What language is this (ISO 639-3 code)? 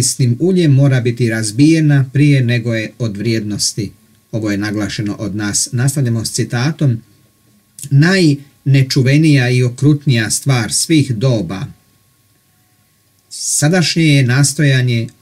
hrv